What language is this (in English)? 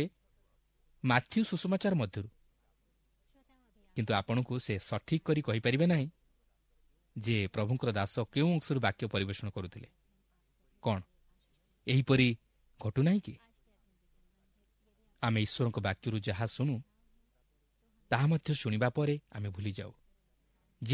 Odia